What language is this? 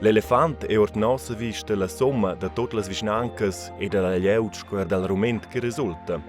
Romansh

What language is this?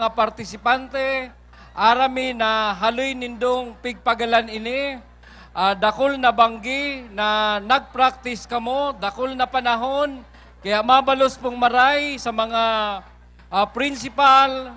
Bikol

